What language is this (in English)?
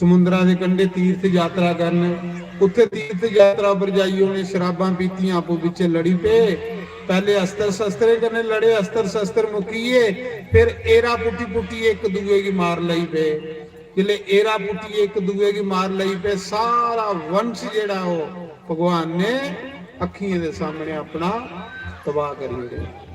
Dogri